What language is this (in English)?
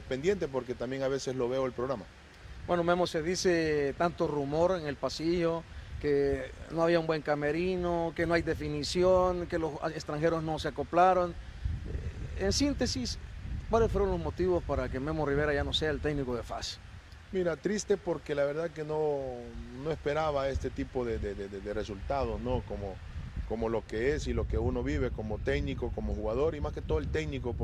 Spanish